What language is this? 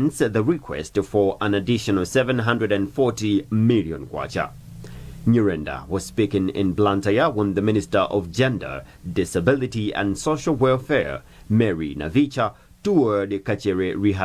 English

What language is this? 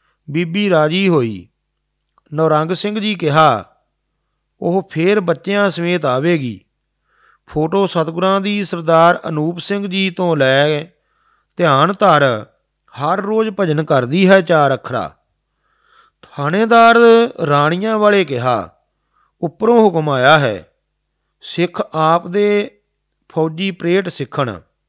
Punjabi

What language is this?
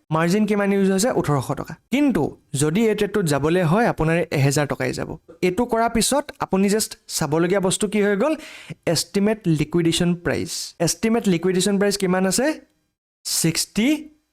Assamese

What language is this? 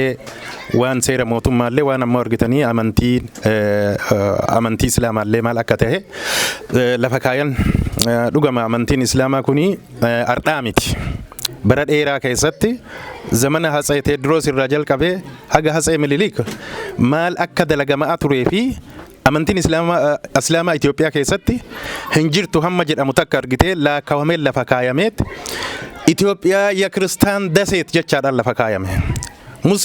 Oromo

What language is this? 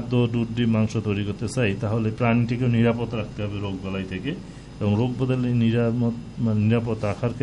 Bangla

